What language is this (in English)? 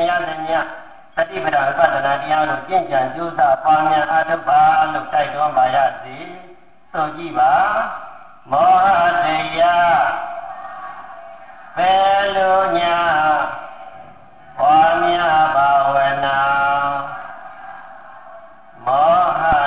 Burmese